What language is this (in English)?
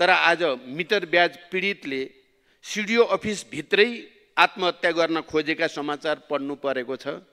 Nepali